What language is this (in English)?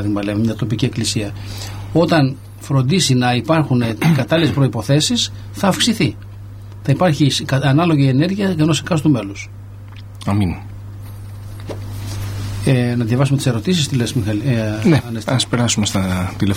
Greek